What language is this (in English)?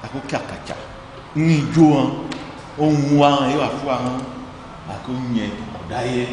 Ifè